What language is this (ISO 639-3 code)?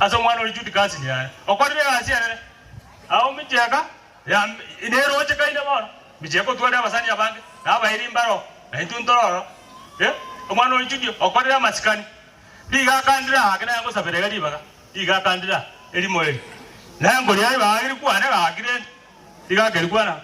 guz